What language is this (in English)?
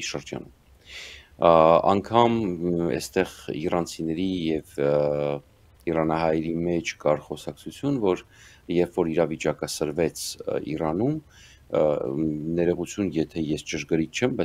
Armenian